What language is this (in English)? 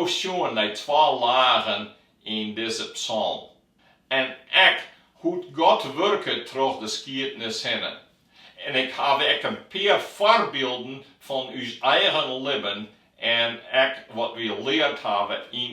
Western Frisian